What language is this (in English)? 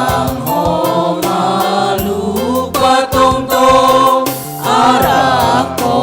Batak Simalungun